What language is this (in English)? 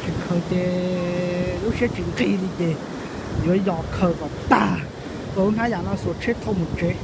Hmong